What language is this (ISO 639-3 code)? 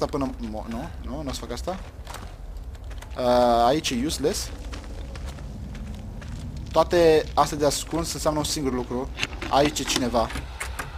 ron